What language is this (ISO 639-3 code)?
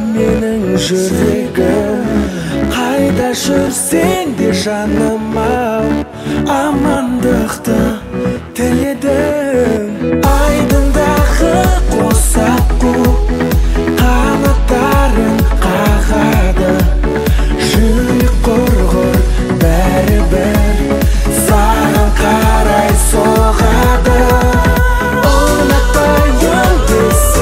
kaz